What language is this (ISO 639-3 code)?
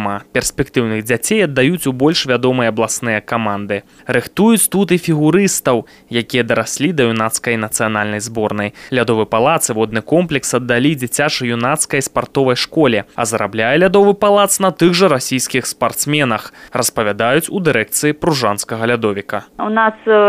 bel